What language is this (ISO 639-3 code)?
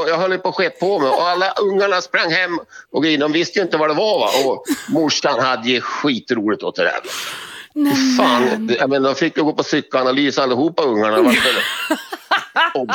swe